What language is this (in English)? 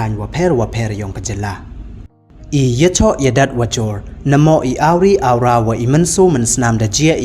Pnar